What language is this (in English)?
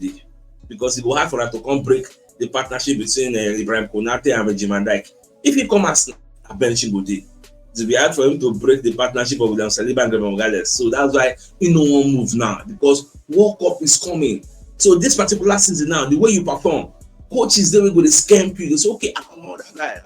Nigerian Pidgin